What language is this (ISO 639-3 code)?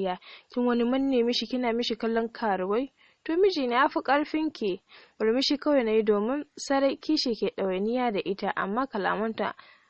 hau